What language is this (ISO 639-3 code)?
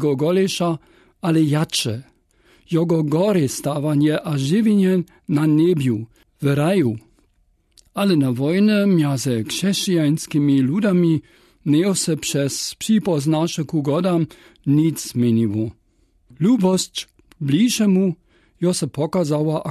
dsb